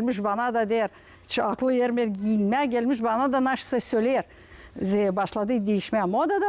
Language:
Gagauz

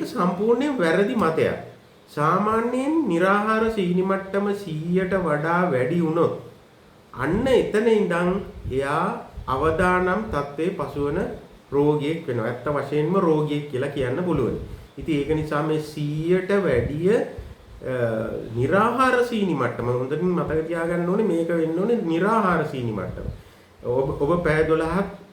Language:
Sinhala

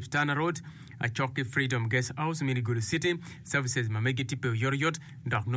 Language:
Acoli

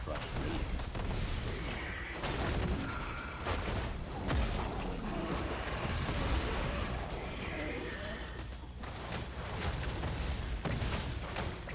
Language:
English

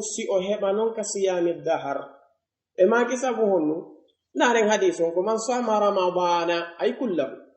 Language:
Pular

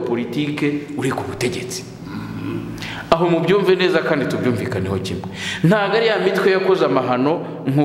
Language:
Kinyarwanda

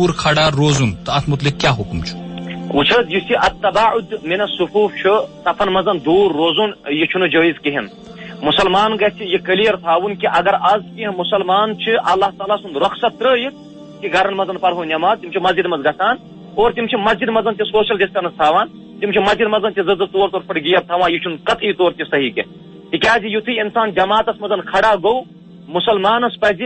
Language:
Kashmiri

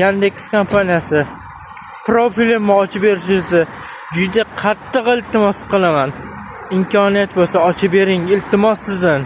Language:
Uzbek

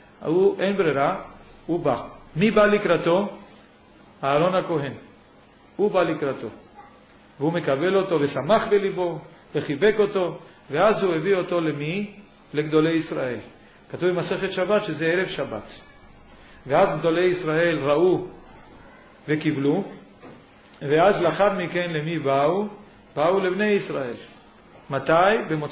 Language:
Hebrew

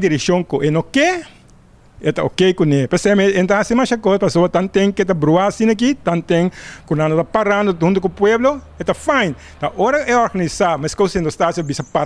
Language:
Papiamento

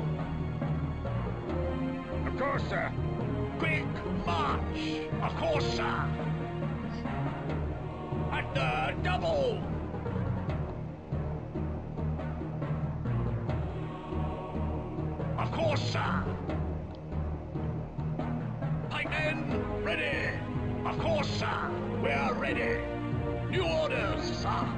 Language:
English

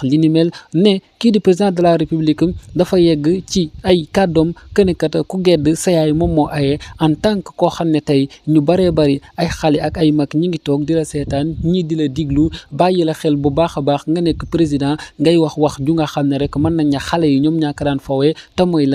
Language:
Wolof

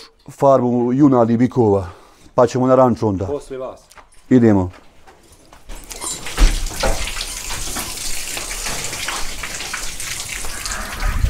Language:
Bosnian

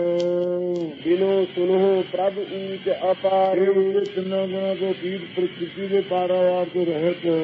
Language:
Punjabi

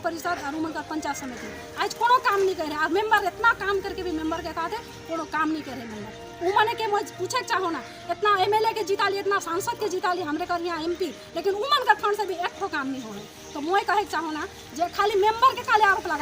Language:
Sadri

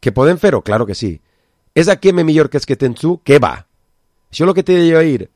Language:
Catalan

